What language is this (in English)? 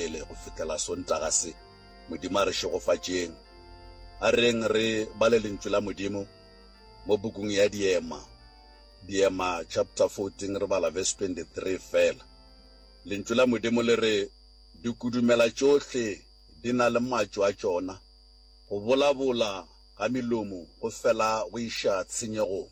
Northern Sotho